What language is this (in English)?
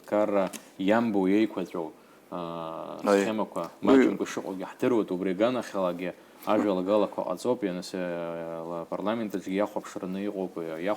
Abkhazian